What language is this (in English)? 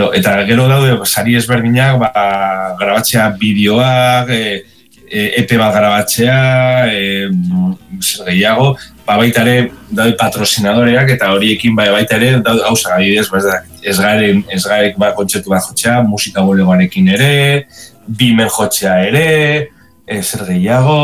Basque